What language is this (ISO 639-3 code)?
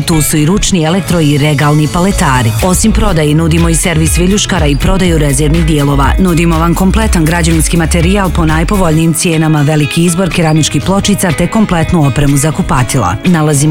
bos